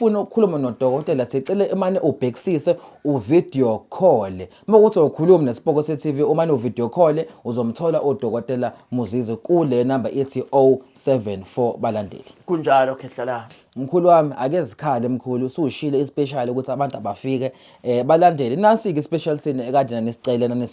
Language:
Zulu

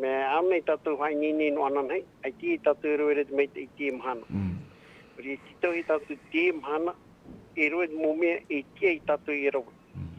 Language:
Tahitian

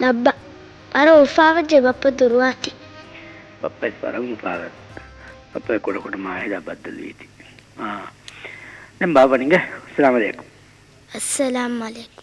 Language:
Divehi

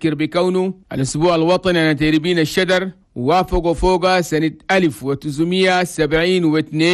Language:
Chadian Arabic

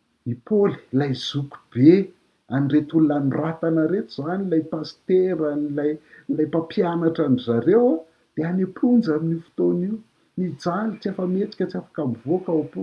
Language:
Malagasy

